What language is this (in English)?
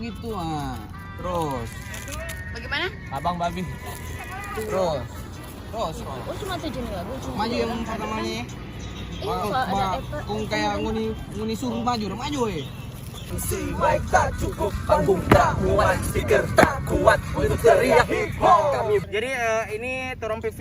Manado Malay